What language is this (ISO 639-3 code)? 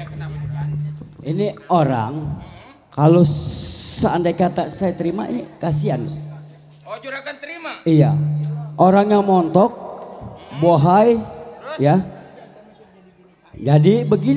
bew